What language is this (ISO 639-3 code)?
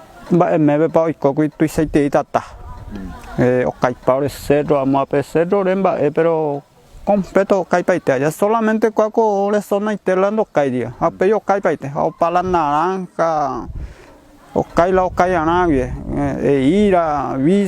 grn